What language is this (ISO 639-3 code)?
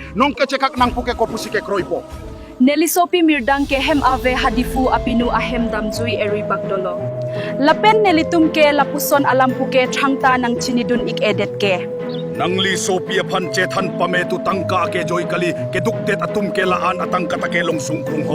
mjw